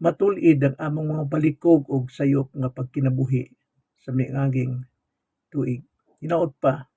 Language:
Cebuano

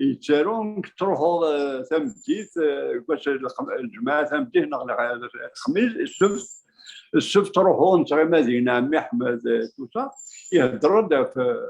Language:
Kabyle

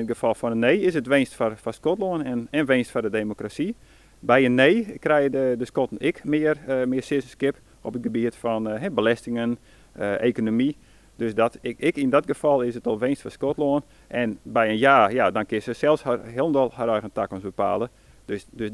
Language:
Western Frisian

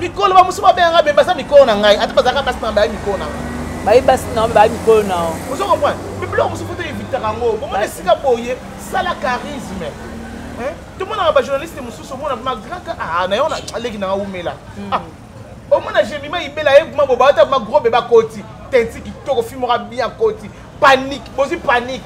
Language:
Lingala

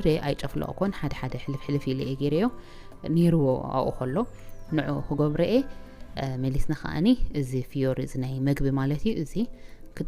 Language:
Tigrinya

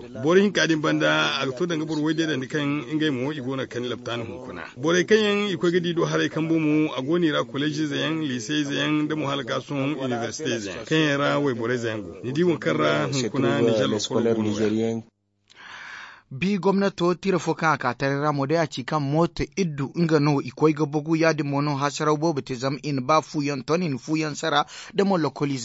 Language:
Zarma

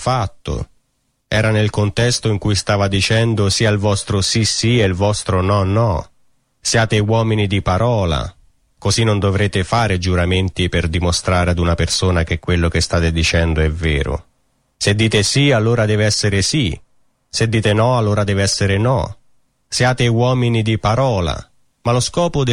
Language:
Italian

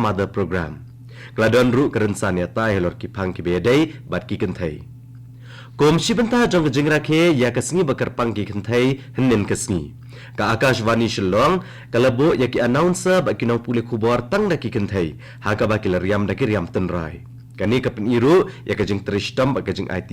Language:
Khasi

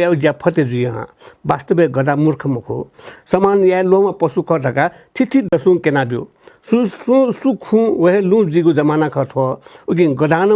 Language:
Newari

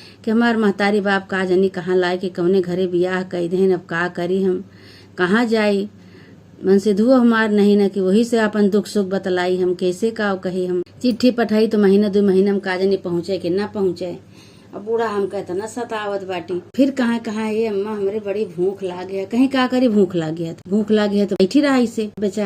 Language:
Awadhi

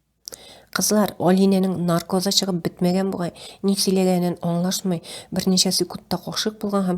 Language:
Tatar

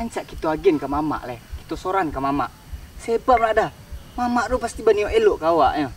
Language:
Minangkabau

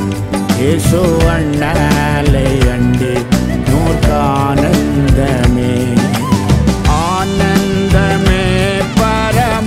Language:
Tamil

